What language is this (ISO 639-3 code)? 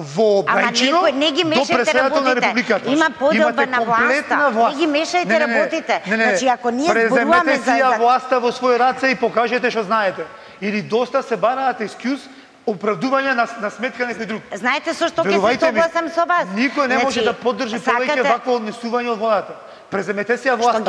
mkd